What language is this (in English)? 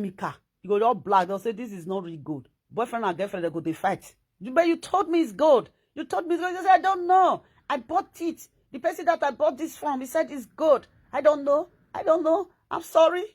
Nigerian Pidgin